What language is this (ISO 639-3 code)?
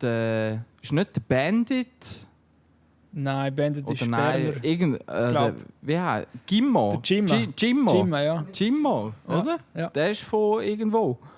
gsw